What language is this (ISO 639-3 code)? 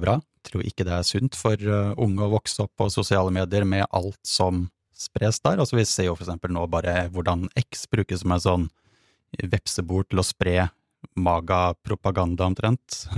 nor